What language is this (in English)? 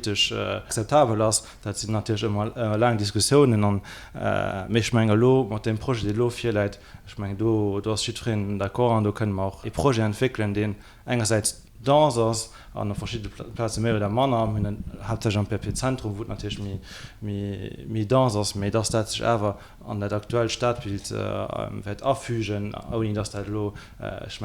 Luxembourgish